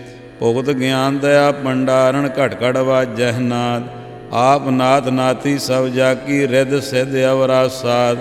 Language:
Punjabi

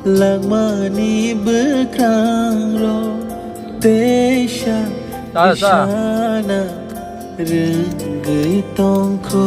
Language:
Kok Borok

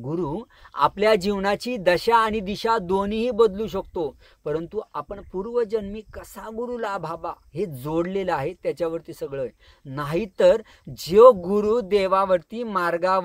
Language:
Marathi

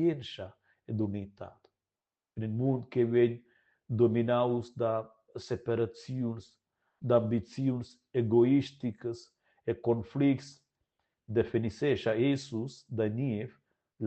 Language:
Romansh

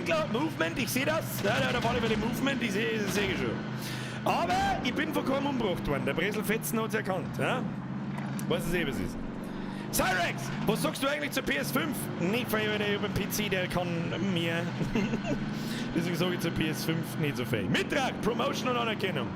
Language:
Bavarian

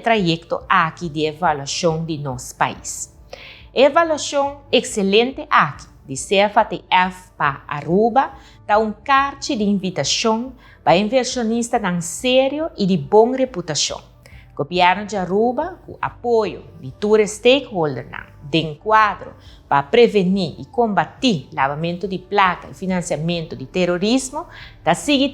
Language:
Papiamento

